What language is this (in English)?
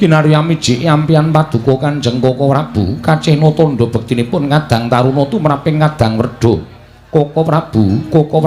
Javanese